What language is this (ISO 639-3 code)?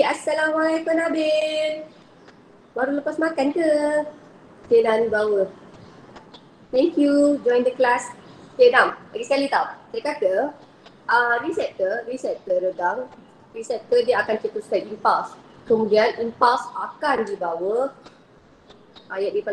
msa